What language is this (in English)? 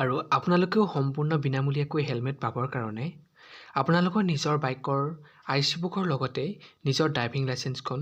Assamese